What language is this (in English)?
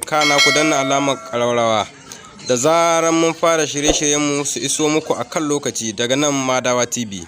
Hausa